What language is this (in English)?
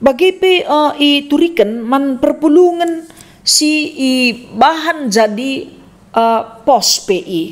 Batak Karo